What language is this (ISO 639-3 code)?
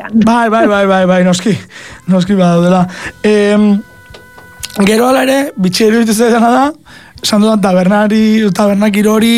eus